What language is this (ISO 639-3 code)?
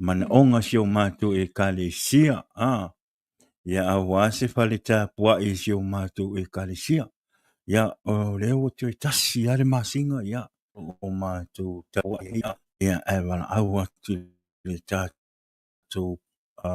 smo